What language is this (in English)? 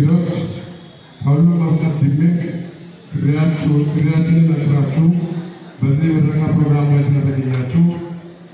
Amharic